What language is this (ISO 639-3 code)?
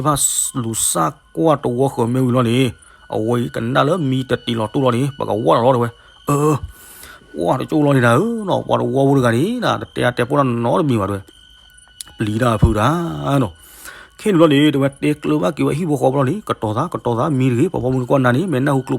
ksw